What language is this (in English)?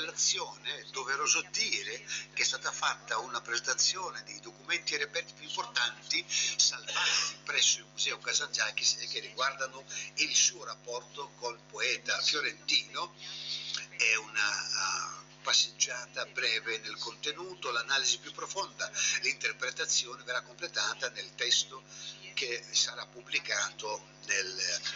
Italian